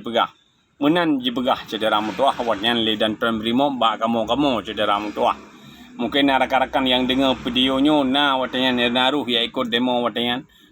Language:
Achinese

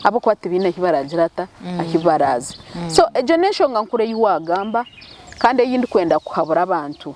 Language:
Nyankole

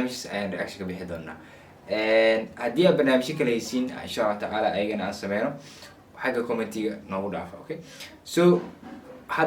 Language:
Somali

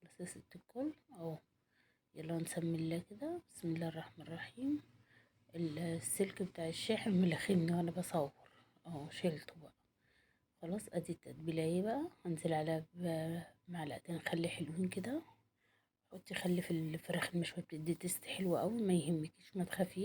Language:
Egyptian Arabic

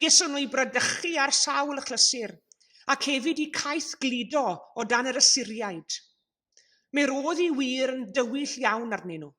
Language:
Welsh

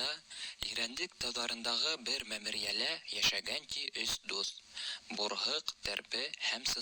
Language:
Bashkir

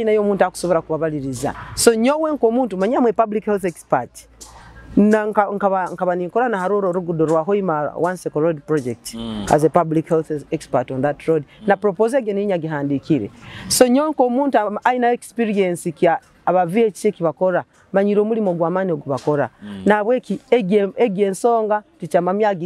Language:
Nyoro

